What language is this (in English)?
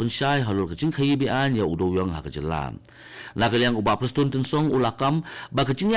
Khasi